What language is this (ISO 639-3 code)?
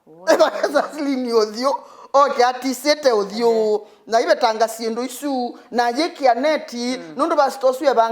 kam